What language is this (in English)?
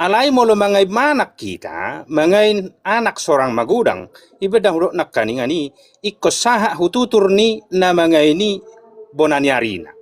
Batak Toba